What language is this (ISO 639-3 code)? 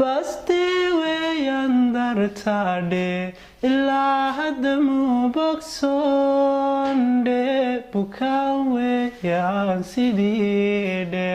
som